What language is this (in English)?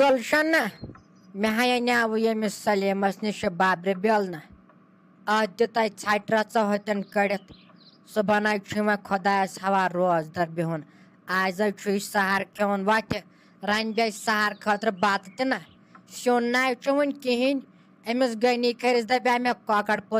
Kashmiri